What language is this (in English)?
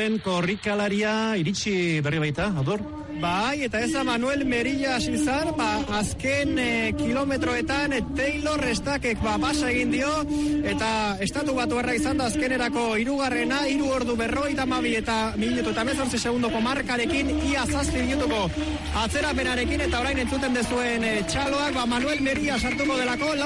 Basque